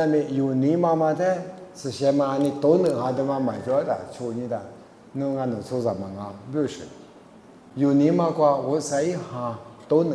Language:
Lisu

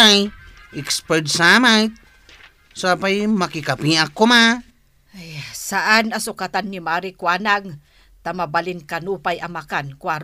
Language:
Iloko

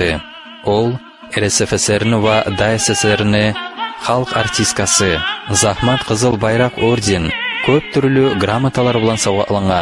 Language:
Kumyk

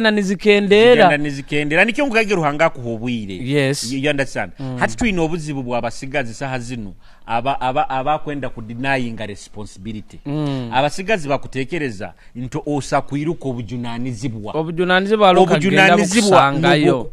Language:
Nyoro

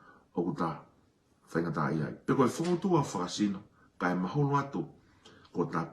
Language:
Tongan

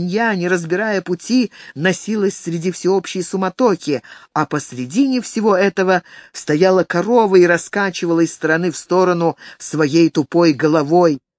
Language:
Russian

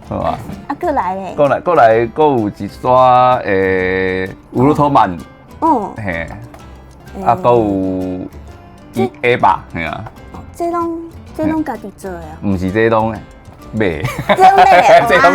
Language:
Min Nan Chinese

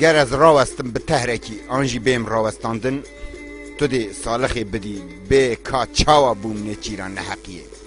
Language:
Kurdish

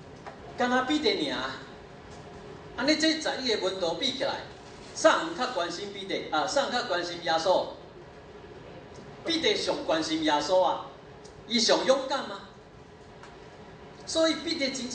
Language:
Min Nan Chinese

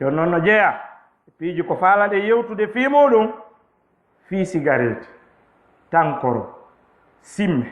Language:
Fula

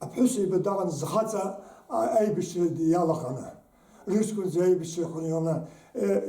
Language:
Abkhazian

